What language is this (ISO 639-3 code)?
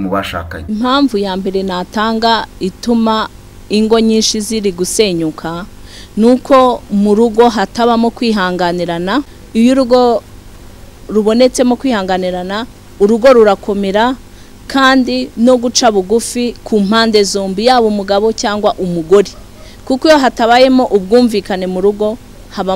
kin